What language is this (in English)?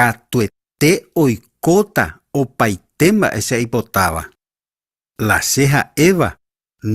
Guarani